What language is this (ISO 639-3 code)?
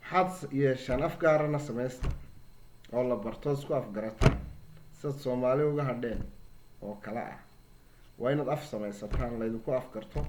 som